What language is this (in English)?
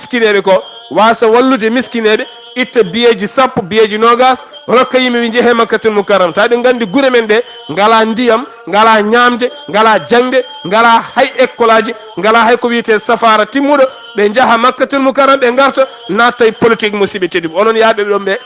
Fula